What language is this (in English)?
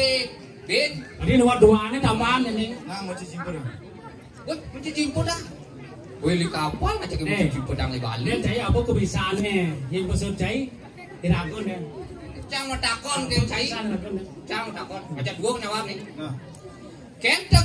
Balinese